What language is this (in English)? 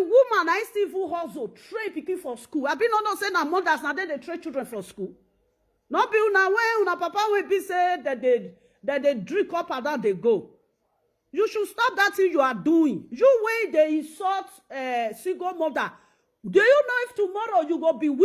Nigerian Pidgin